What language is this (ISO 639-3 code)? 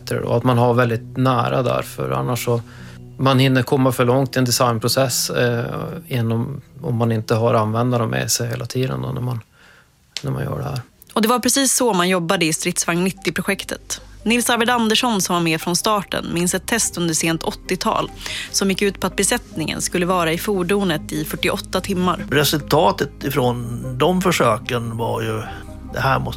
swe